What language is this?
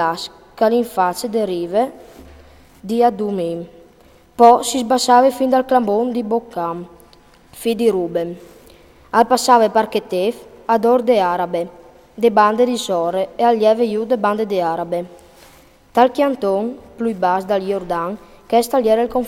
Friulian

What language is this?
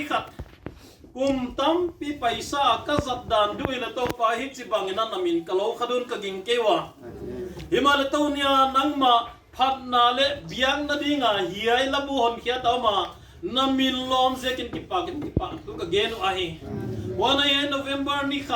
Tedim Chin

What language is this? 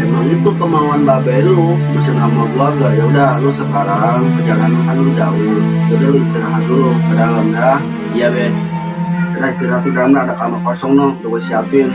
Betawi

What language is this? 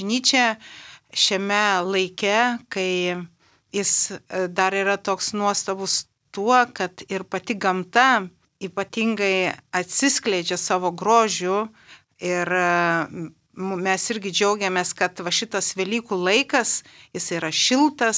Lithuanian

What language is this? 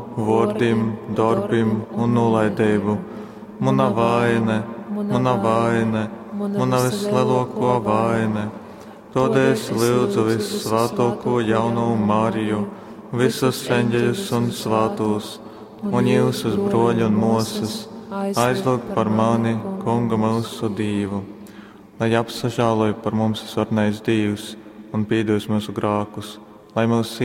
Latgalian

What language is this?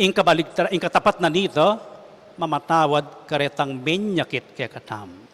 Pampanga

